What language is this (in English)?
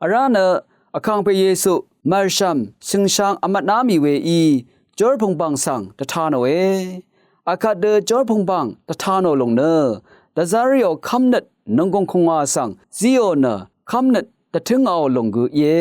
Rawang